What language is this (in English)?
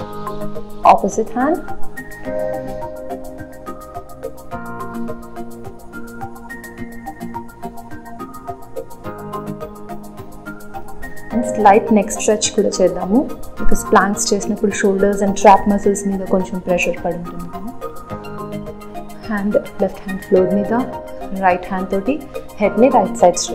Telugu